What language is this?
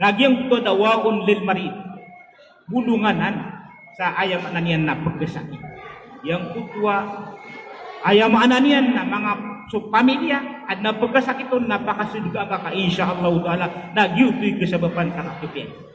Maranao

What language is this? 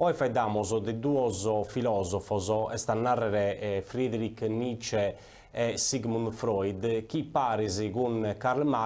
Sardinian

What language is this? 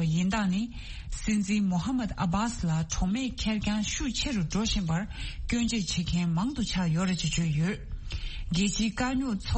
Tibetan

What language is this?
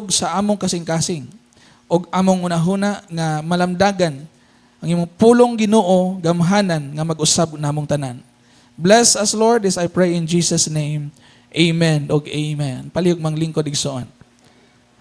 Cebuano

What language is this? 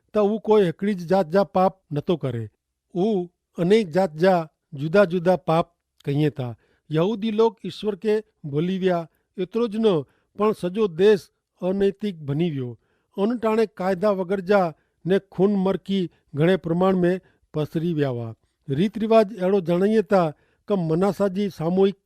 Kachhi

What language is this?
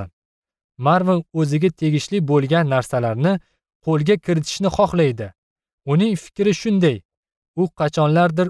Uzbek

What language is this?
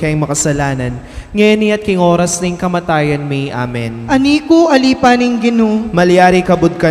Pampanga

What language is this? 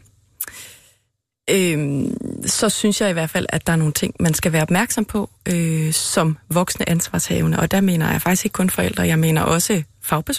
Danish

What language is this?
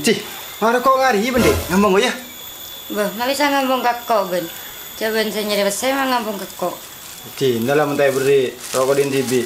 Madurese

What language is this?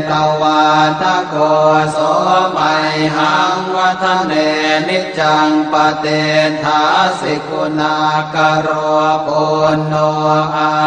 Pali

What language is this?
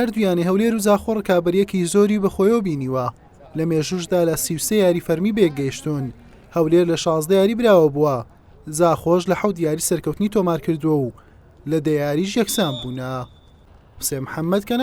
Central Kurdish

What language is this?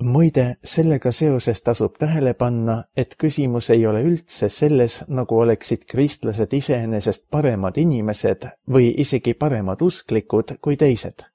Estonian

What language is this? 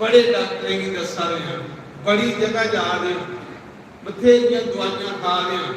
Dogri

